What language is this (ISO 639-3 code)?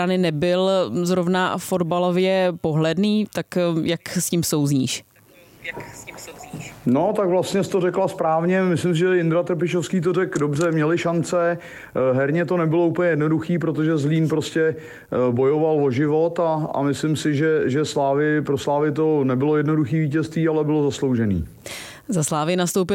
ces